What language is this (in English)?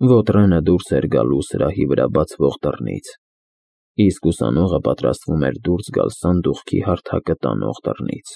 Armenian